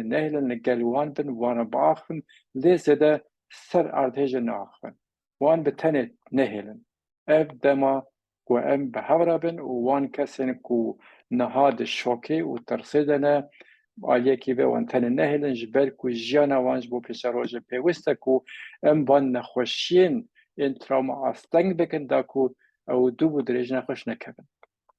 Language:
Kurdish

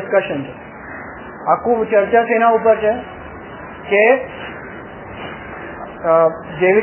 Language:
Gujarati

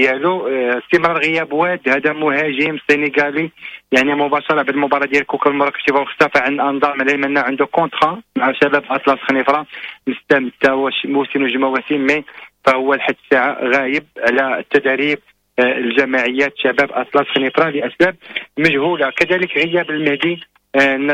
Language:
Moroccan Arabic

